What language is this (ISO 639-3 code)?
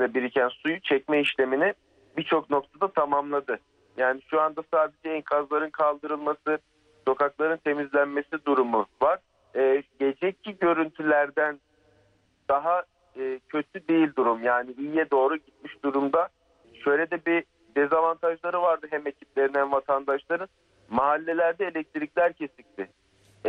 tur